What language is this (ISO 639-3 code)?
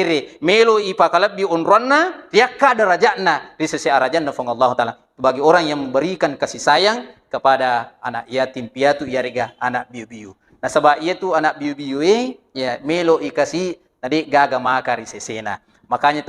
bug